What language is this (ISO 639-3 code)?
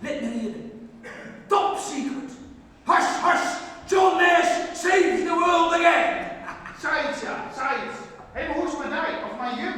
fry